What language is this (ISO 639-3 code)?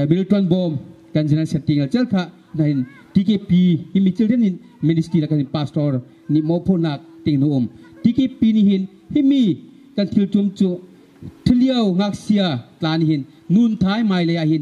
bgr